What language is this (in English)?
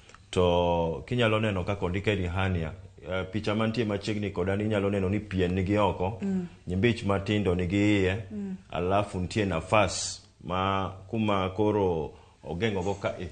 Luo (Kenya and Tanzania)